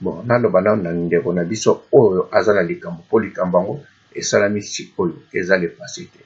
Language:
Lingala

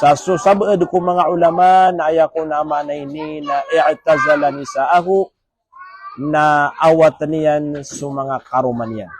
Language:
Maranao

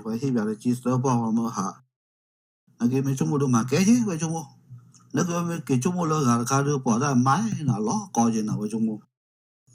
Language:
S'gaw Karen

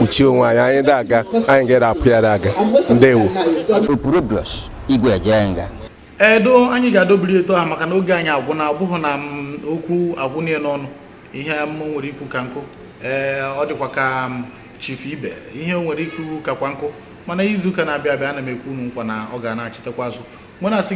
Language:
Igbo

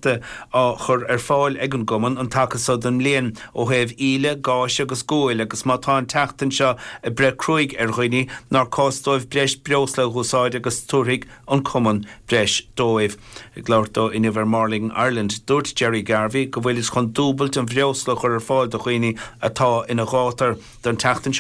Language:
Irish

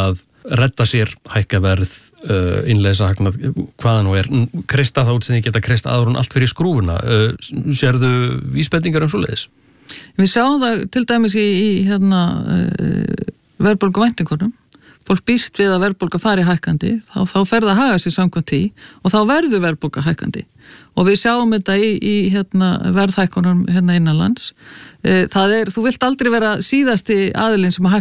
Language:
Icelandic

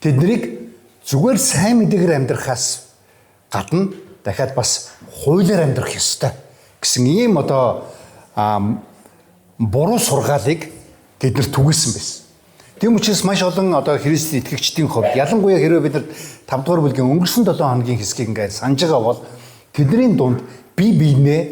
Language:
Mongolian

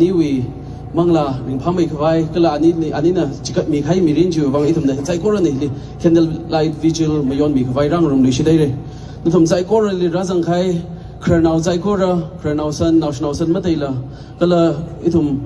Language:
Tangkhul Naga (India)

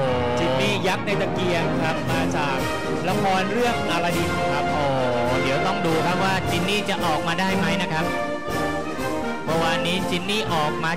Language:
Thai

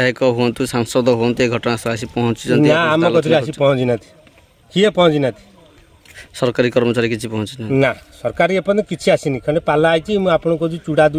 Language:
Odia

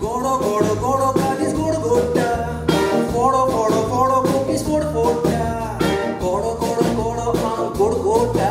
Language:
Konkani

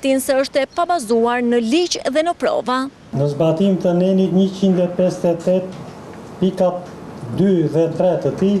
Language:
Albanian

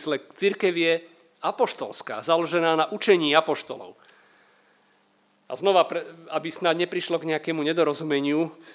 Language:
Slovak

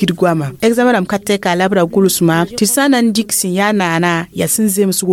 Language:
Mossi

